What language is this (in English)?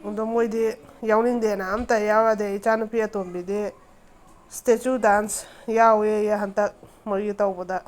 Manipuri